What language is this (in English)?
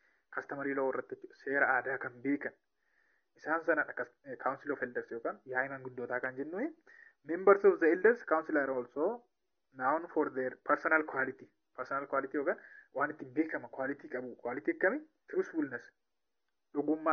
Oromo